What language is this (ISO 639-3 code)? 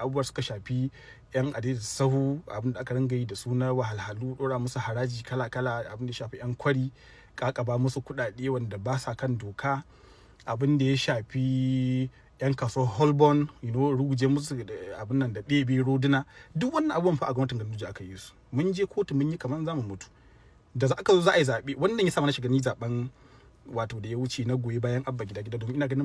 hau